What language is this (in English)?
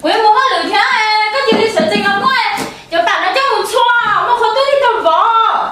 Hmong